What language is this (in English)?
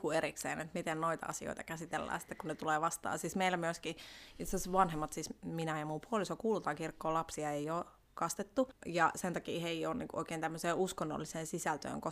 Finnish